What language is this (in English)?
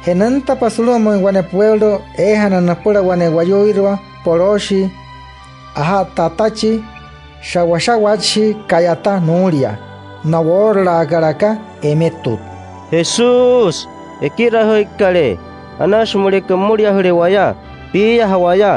Wayuu